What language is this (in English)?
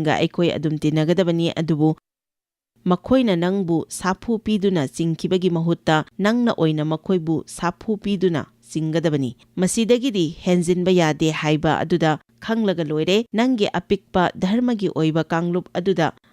Manipuri